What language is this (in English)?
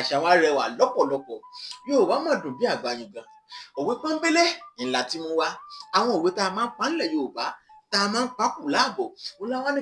Yoruba